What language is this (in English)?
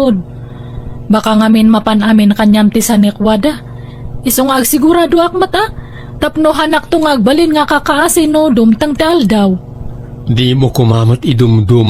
Iloko